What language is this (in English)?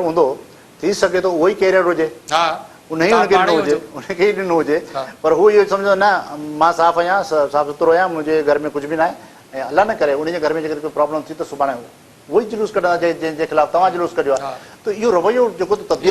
Sindhi